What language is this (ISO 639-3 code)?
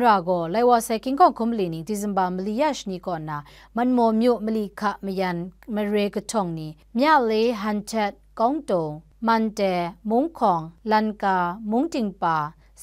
kac